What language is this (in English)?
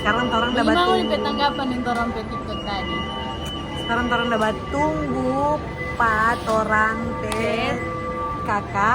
Manado Malay